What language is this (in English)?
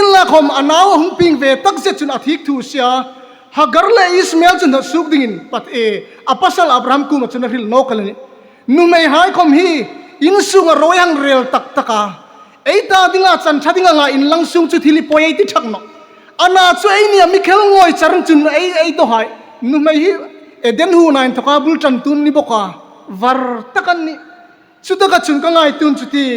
Hmar